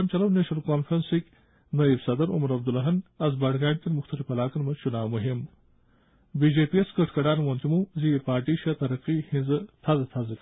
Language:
Kashmiri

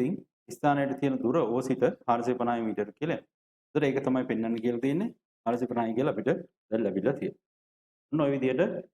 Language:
Sinhala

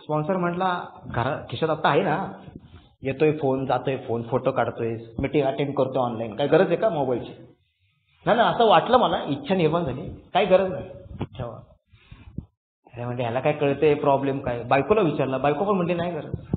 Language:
Marathi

